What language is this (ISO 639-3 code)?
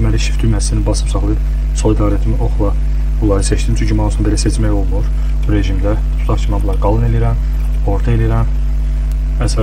aze